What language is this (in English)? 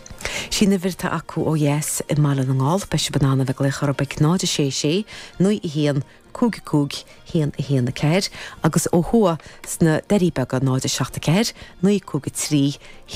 Irish